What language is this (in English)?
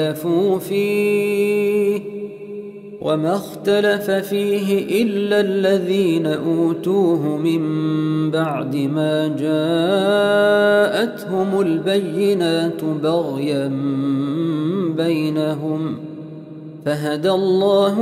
Arabic